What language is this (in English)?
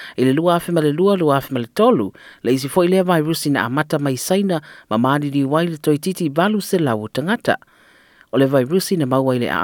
Samoan